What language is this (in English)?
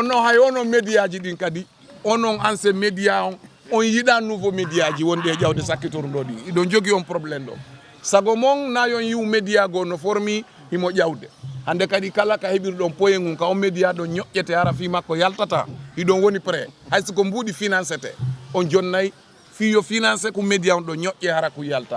Fula